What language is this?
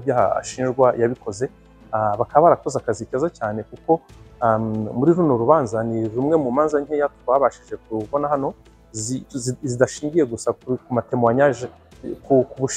Kinyarwanda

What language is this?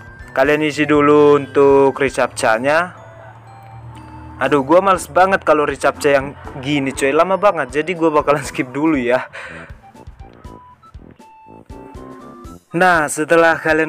Indonesian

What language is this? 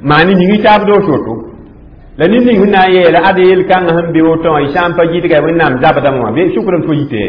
Mossi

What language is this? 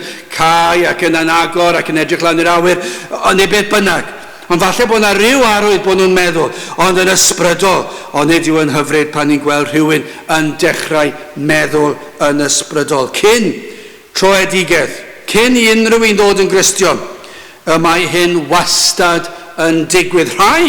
Welsh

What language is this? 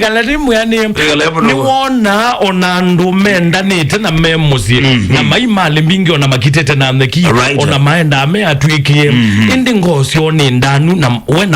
Kamba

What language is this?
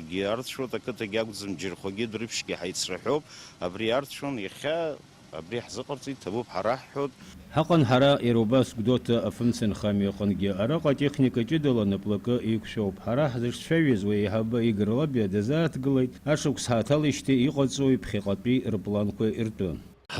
Abkhazian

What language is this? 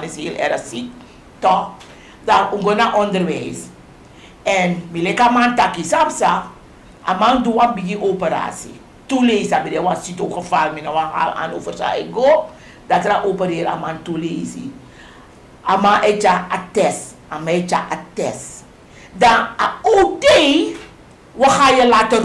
Sranan Tongo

